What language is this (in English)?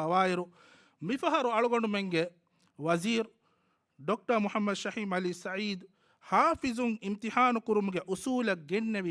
Divehi